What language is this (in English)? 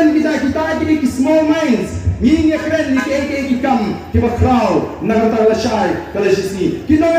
Khasi